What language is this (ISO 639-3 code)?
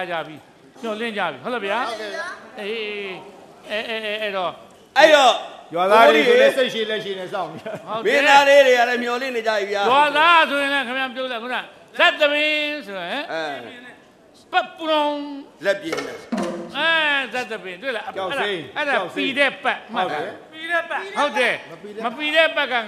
mya